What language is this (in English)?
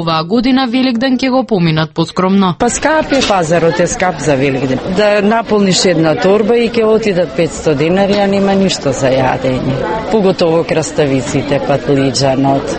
Macedonian